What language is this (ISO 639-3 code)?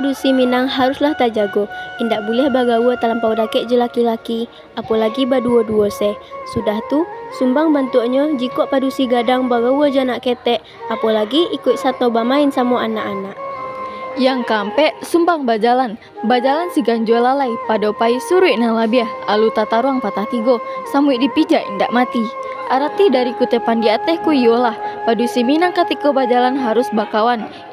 min